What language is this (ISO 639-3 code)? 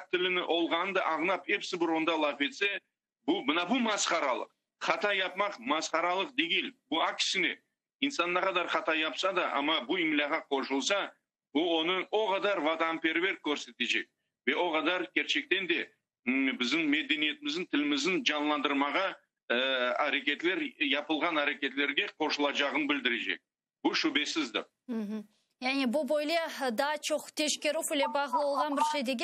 crh